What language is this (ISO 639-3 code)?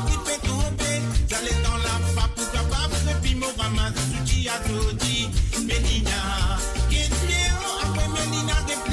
mfe